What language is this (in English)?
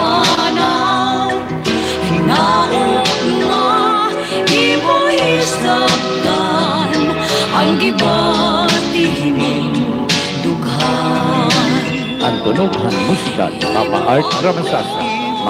Waray